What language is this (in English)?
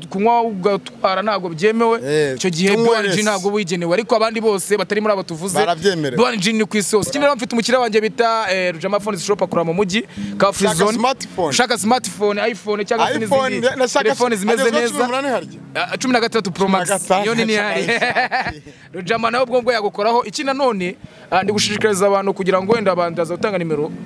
Kinyarwanda